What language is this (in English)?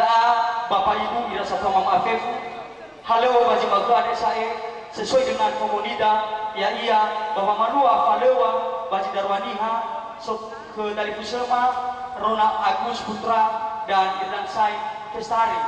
Nias